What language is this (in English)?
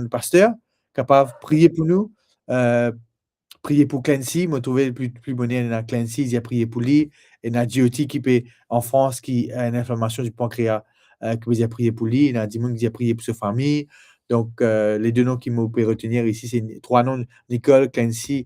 Morisyen